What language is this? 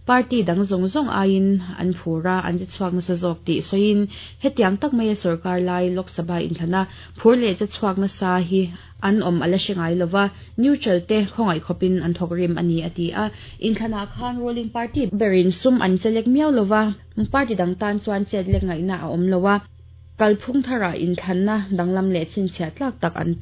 Mizo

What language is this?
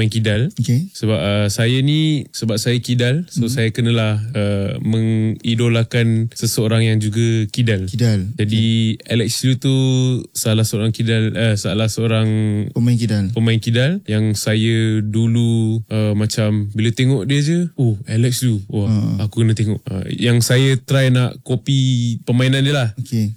Malay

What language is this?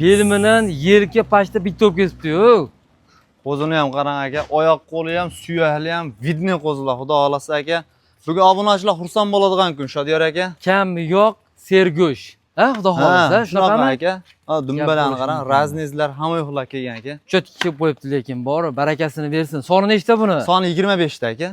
Uzbek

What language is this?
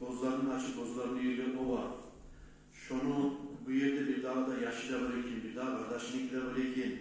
Kumyk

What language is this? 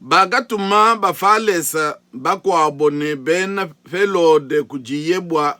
Luba-Lulua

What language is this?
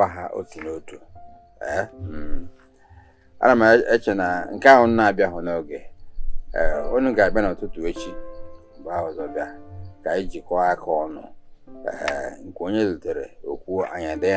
Igbo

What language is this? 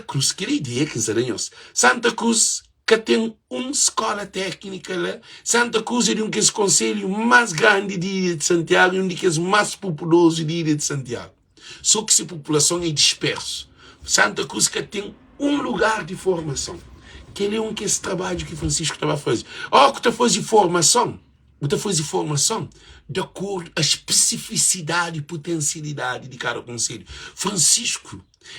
Kabuverdianu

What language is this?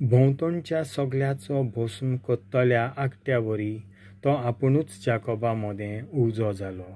Konkani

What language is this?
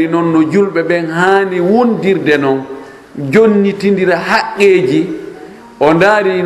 Fula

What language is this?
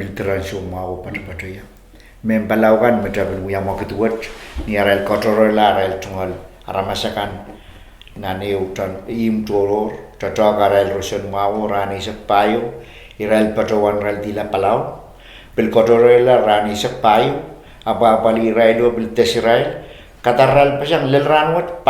Pohnpeian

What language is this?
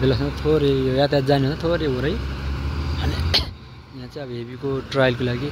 Nepali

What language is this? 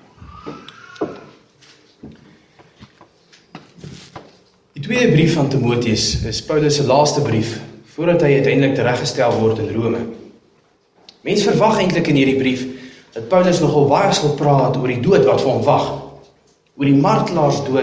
Afrikaans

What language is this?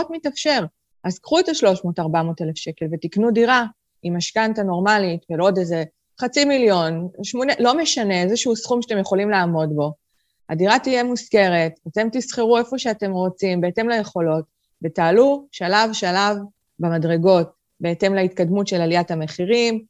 Hebrew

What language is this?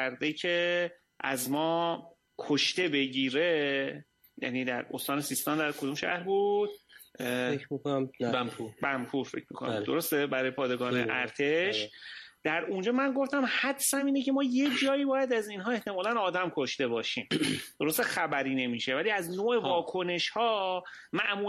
Persian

